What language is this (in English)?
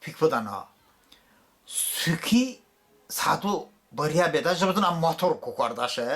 Talysh